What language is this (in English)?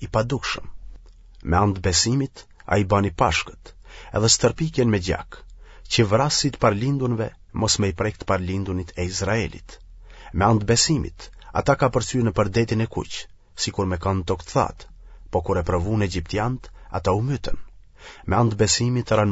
Albanian